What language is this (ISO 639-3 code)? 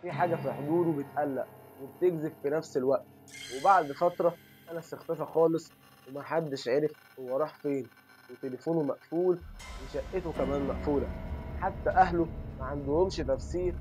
arz